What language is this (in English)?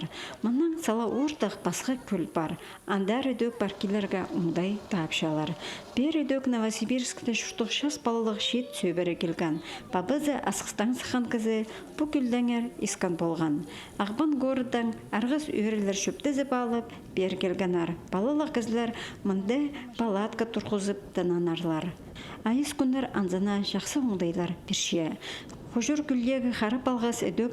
Khakas